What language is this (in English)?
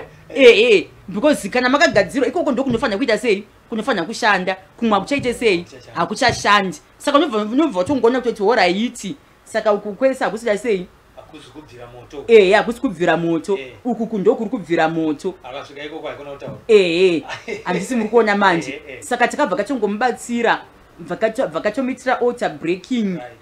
Shona